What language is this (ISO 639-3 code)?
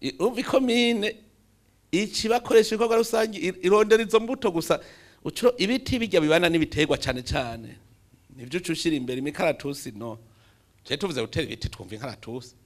run